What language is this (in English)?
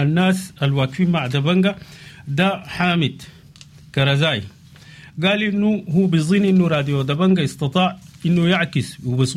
Sudanese Arabic